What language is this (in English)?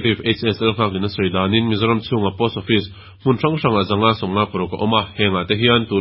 Mizo